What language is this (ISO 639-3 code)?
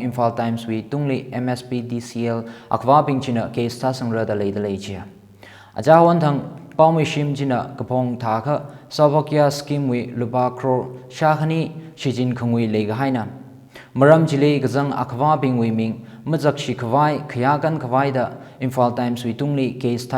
nmf